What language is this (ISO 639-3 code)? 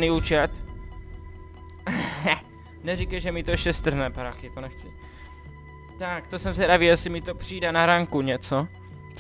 ces